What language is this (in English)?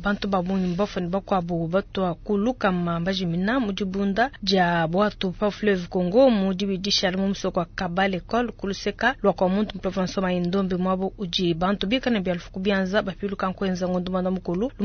Luba-Lulua